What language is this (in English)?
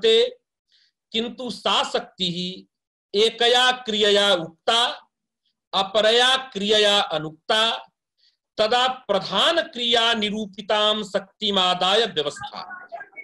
Sanskrit